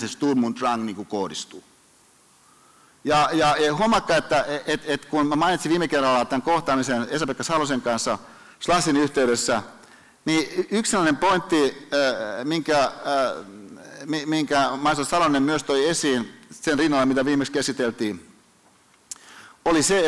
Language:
Finnish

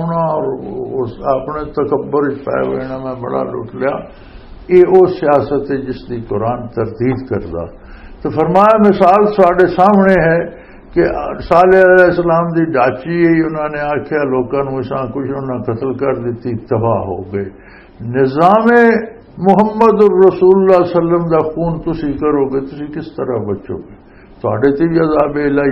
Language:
Western Panjabi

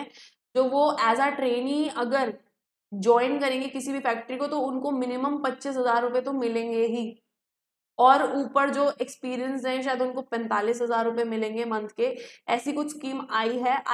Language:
Hindi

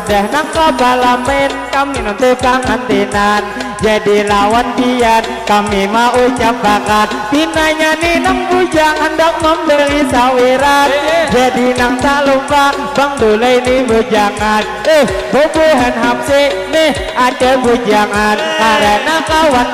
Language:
Banjar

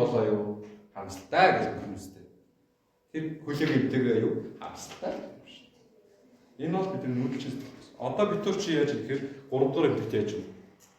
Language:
Mongolian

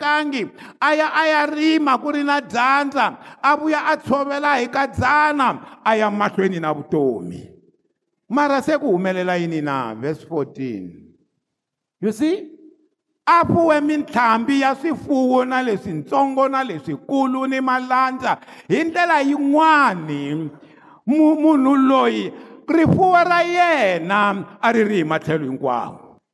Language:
Tsonga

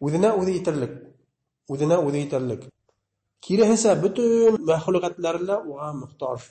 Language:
Bashkir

